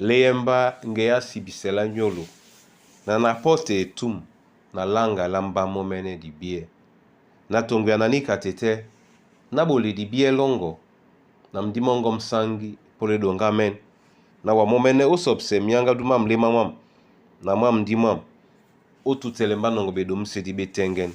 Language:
Duala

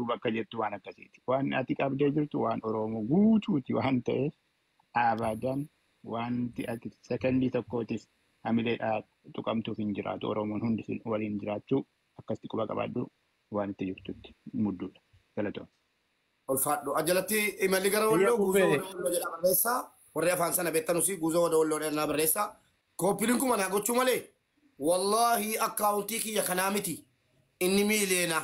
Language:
Oromo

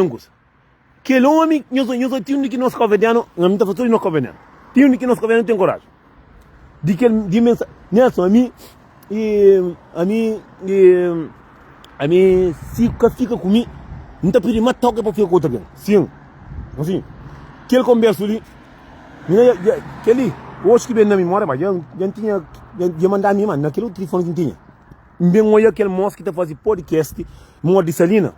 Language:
Kabuverdianu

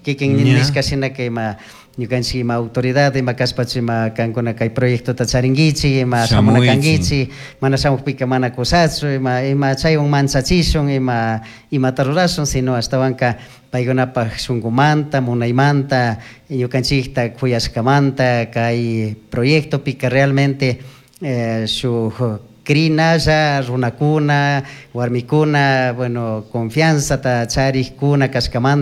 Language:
Chimborazo Highland Quichua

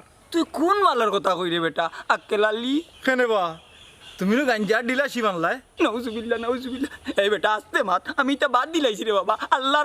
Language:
Sylheti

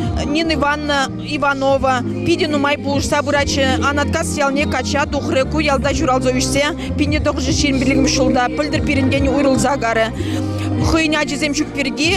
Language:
Chuvash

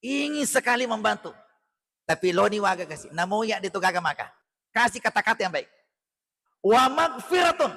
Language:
Buginese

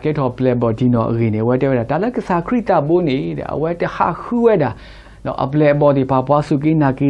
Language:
S'gaw Karen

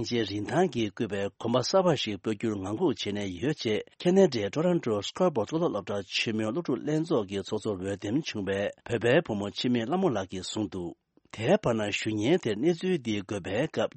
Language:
Tibetan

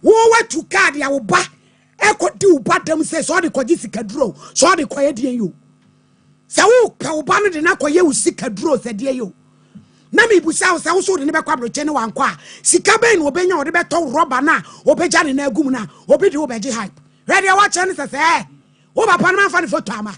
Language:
Akan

